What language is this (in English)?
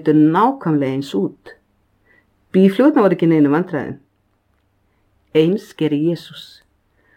Icelandic